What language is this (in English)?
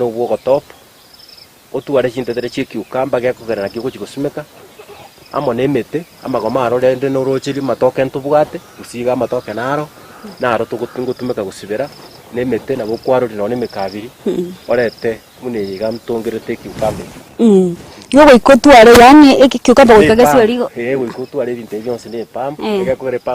Gusii